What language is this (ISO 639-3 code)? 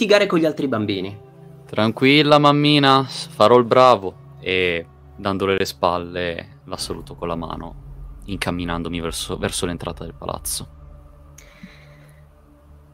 ita